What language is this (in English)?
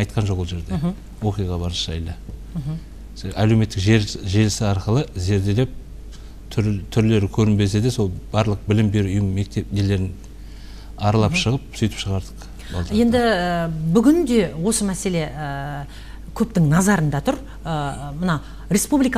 Kazakh